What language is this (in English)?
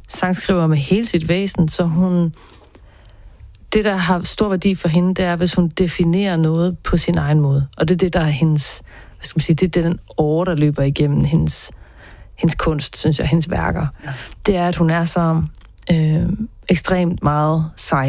Danish